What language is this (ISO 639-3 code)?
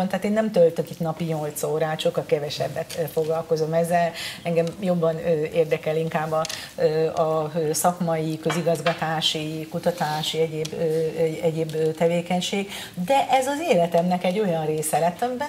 hun